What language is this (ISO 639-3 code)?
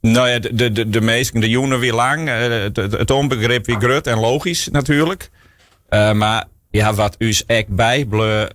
fry